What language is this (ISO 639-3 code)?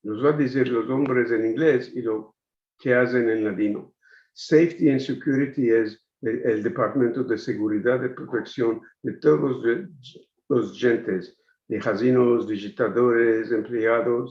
lad